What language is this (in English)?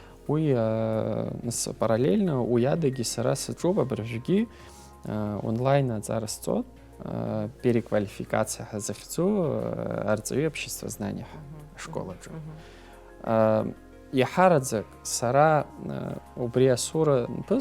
Abkhazian